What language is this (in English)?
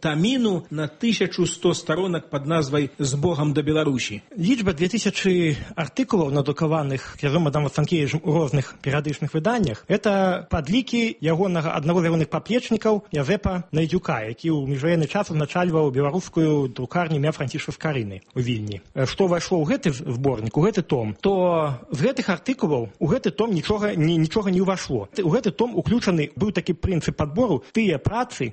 Belarusian